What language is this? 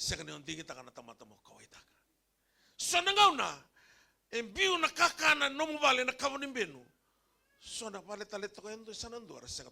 Fijian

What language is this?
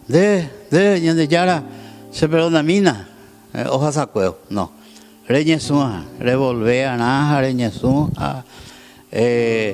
Guarani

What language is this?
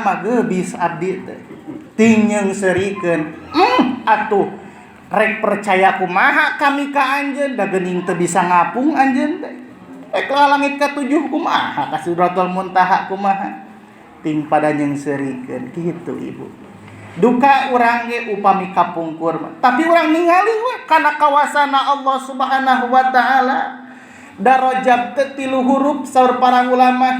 Sundanese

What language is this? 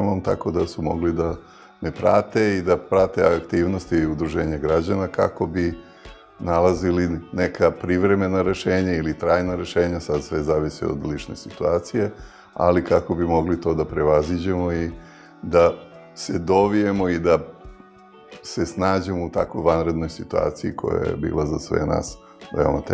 Serbian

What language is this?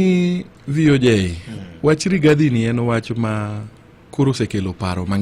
Luo (Kenya and Tanzania)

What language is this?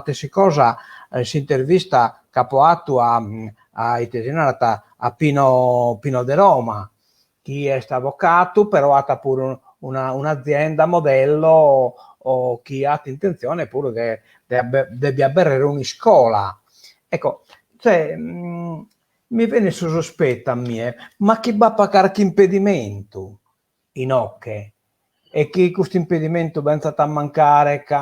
Sardinian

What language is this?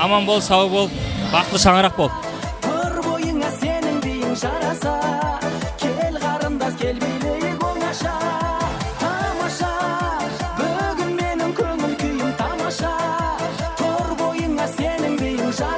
Kara-Kalpak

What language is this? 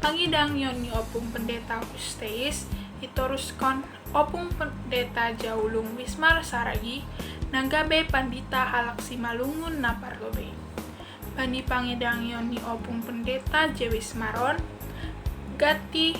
Batak Simalungun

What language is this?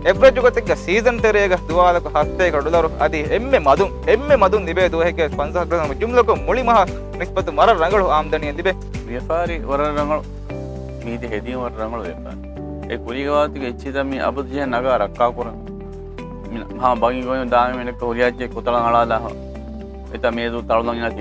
Divehi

